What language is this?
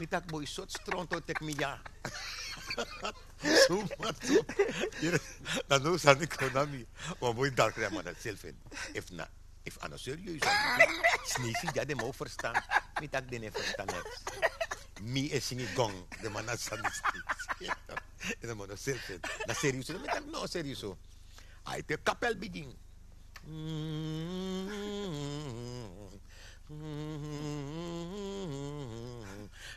Dutch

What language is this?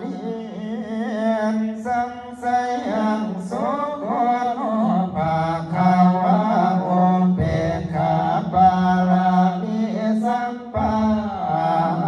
Pali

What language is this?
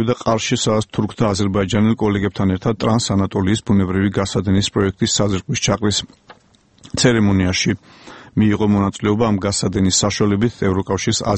Georgian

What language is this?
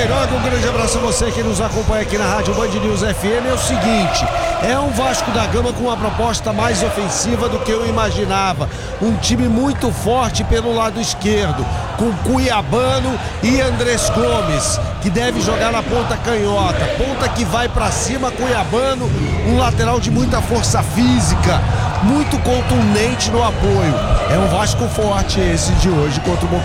Portuguese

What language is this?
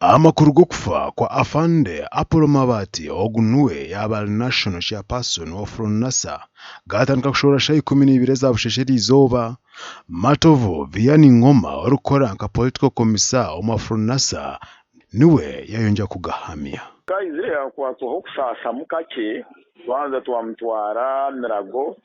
Nyankole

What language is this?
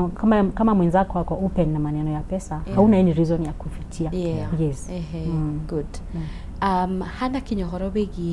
Kikuyu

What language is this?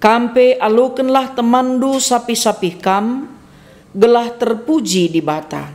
Batak Karo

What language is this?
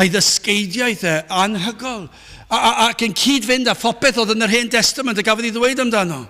Welsh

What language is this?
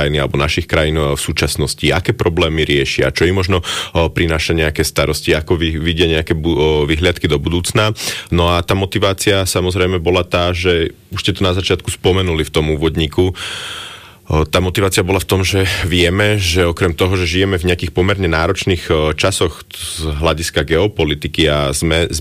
Slovak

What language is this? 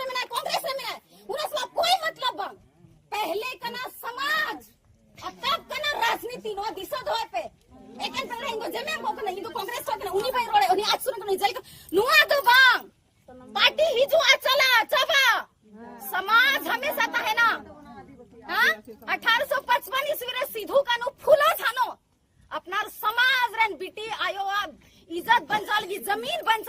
Santali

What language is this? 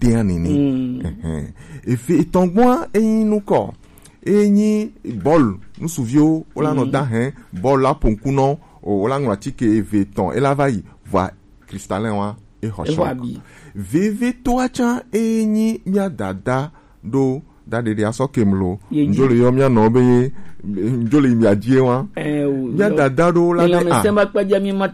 Gen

